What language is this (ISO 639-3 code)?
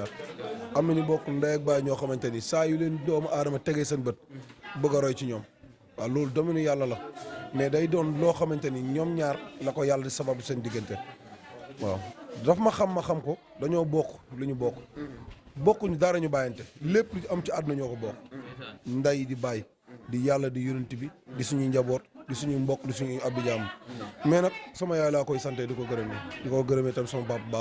wol